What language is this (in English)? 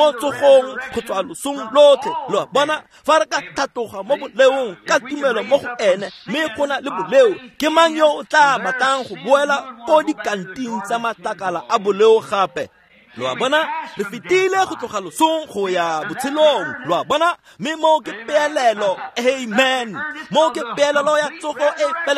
Tswana